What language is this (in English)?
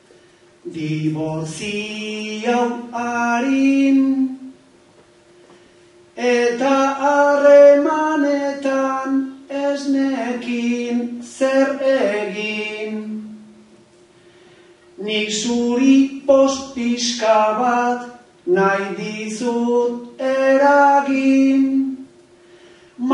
Basque